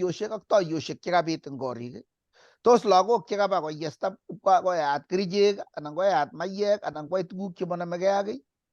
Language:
Kalenjin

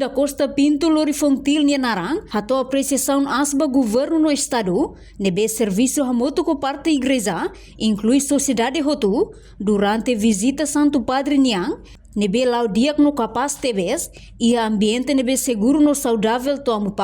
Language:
Tetum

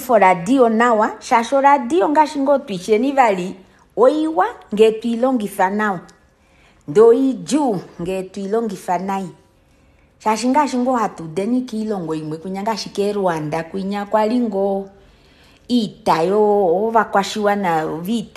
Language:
Kuanyama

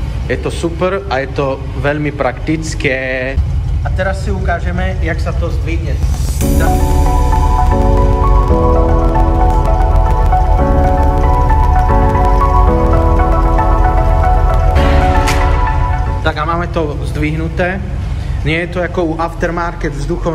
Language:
Slovak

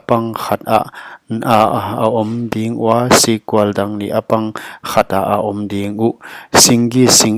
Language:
Paite Chin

